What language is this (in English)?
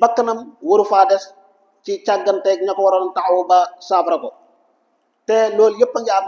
Wolof